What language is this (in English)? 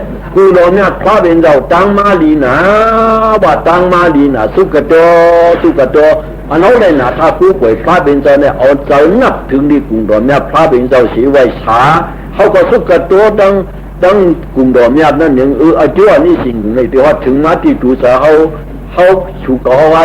Shan